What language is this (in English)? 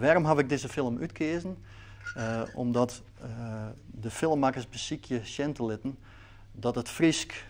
Western Frisian